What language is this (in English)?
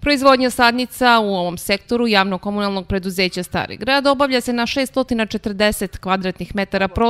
Serbian